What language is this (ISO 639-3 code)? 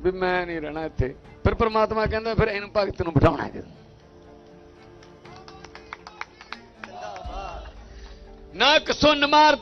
pan